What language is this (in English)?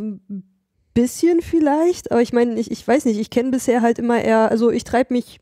German